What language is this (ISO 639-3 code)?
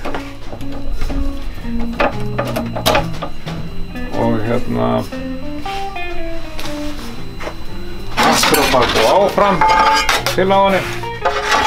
isl